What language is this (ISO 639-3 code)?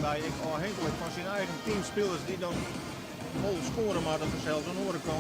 fry